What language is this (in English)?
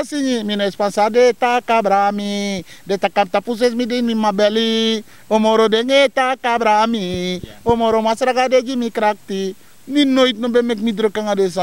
Sranan Tongo